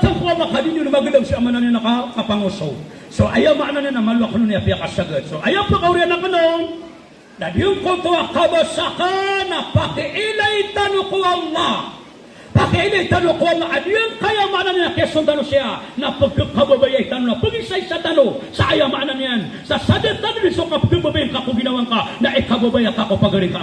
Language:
Maranao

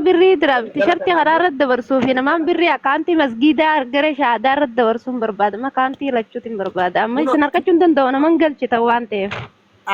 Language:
Oromo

